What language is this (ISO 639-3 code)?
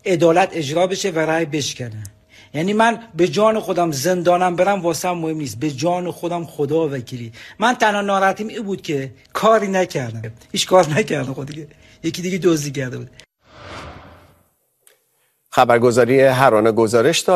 fas